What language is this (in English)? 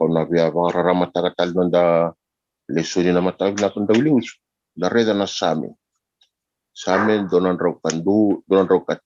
Fijian